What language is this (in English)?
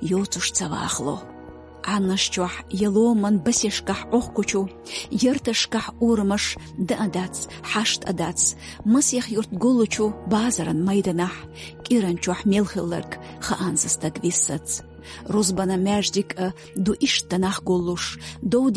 Chechen